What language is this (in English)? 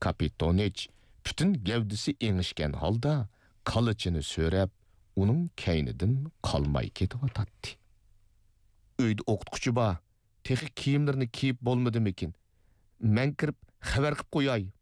Uyghur